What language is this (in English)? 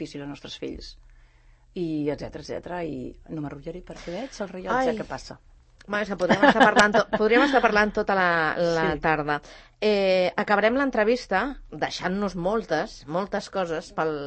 Catalan